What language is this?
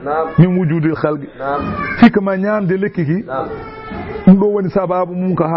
Fula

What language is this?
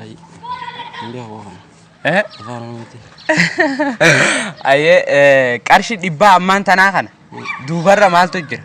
Oromo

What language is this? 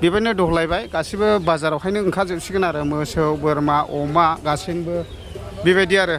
Bodo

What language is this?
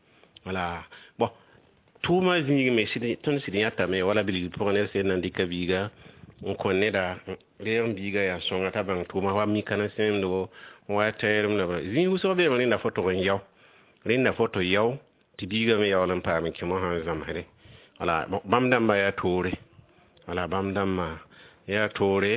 Mossi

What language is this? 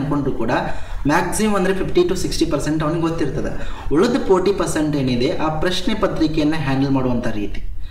Kannada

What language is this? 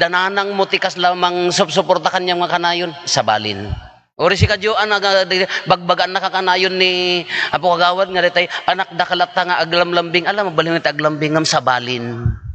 Iloko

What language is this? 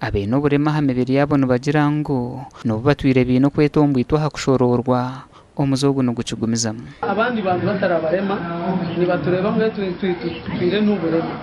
Nyankole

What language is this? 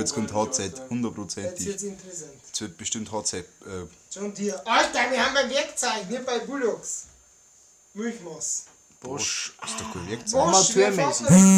Bavarian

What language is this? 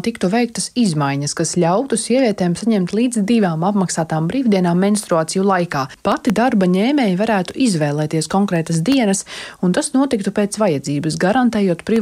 Latvian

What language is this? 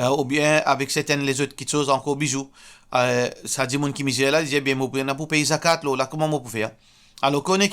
Morisyen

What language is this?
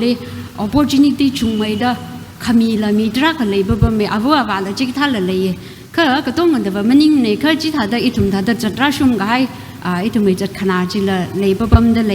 Tangkhul Naga (India)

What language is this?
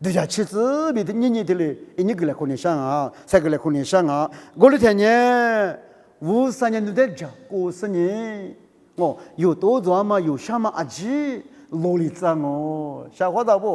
Lisu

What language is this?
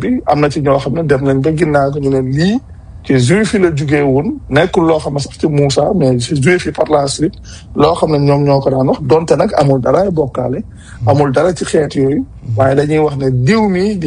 Wolof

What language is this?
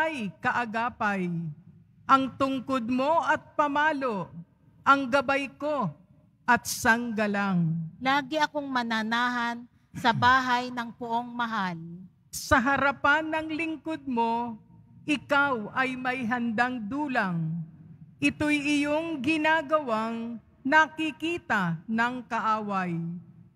Filipino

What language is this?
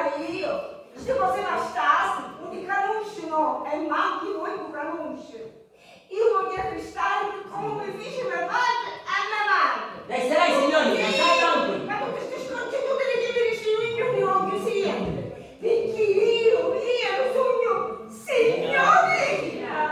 Sicilian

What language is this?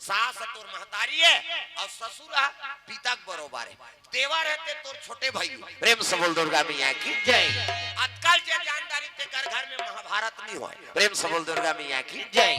Chhattisgarhi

